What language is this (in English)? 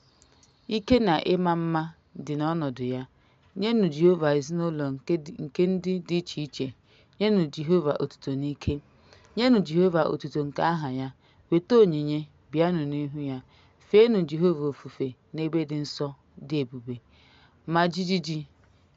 Igbo